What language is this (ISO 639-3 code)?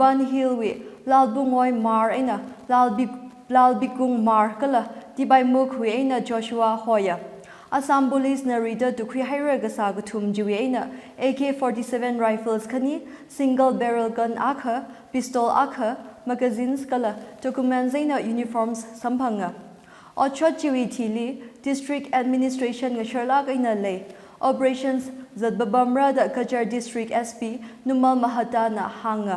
nmf